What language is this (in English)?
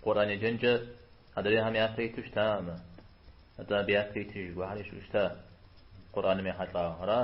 Kabardian